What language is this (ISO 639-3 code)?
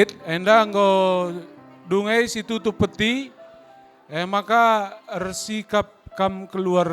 btx